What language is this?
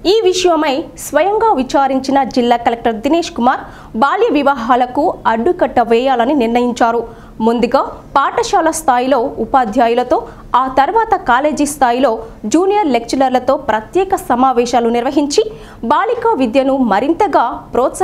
Telugu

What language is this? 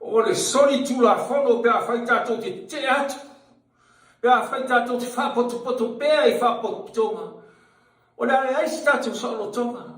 Samoan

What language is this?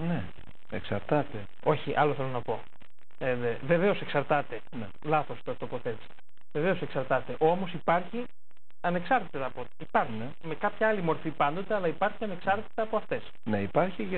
Greek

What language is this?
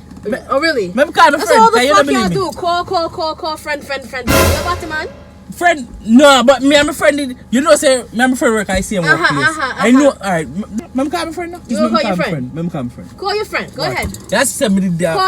Jamaican Creole English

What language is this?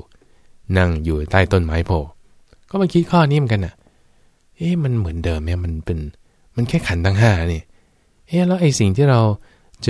Thai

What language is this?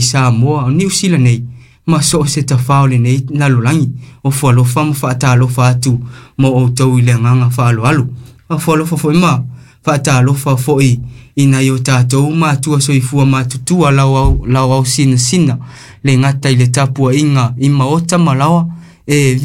Samoan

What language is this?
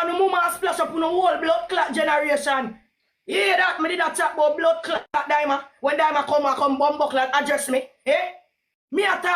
Jamaican Creole English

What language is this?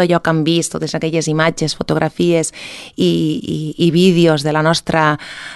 Catalan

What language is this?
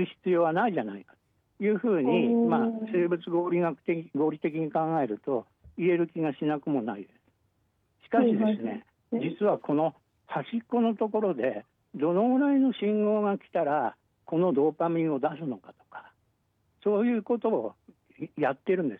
Japanese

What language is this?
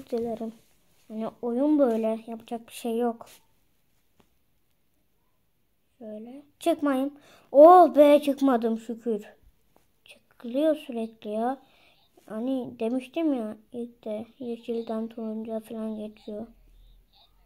Turkish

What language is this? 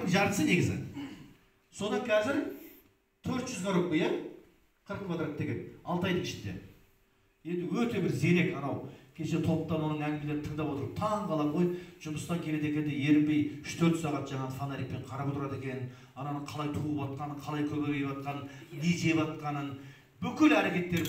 Kazakh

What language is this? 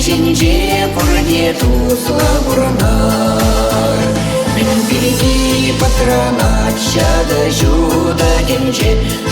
Chuvash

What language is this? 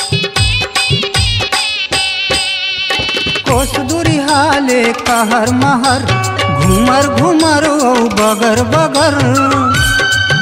Chhattisgarhi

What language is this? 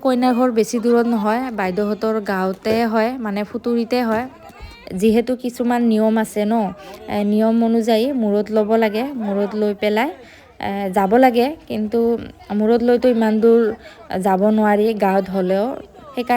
Assamese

